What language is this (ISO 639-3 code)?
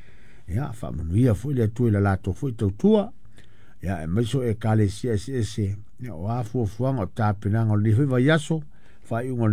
smo